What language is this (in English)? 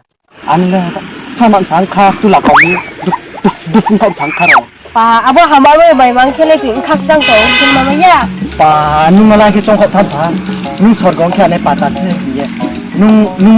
Riang (India)